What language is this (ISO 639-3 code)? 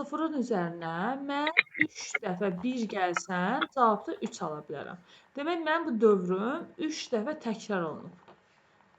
aze